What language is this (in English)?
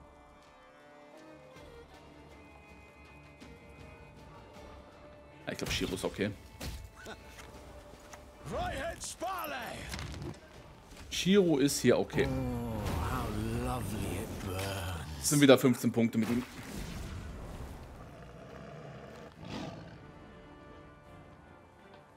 German